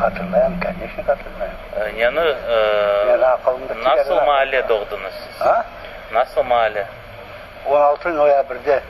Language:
Crimean Tatar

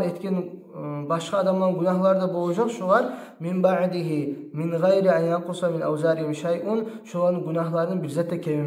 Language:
Kumyk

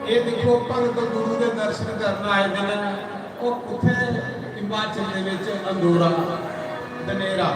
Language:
Dogri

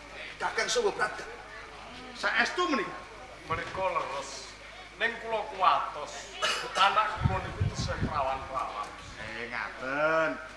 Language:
Javanese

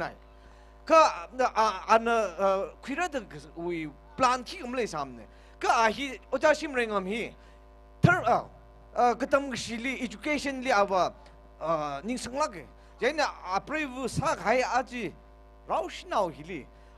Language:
Tangkhul Naga (India)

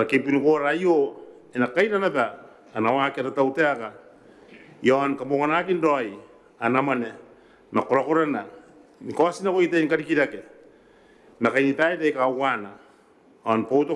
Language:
Gilbertese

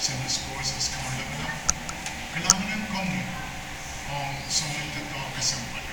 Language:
Pohnpeian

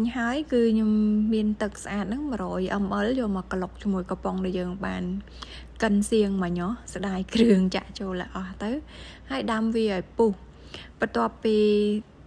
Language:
Khmer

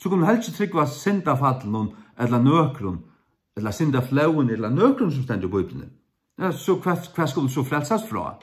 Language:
Faroese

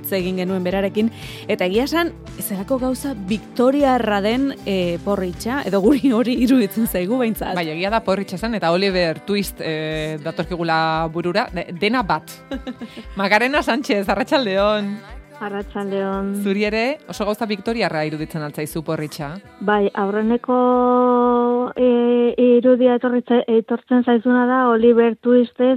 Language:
Basque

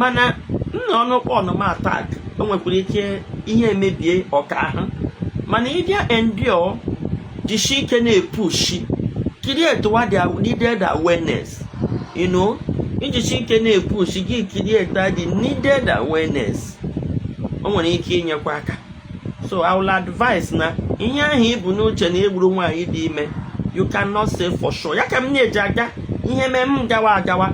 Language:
Igbo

